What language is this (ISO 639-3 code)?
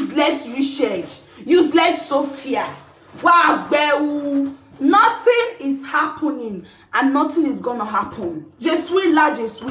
pcm